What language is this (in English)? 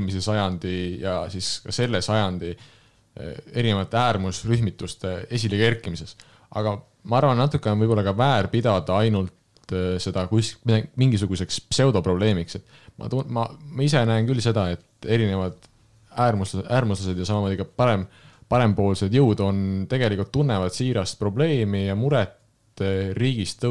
Estonian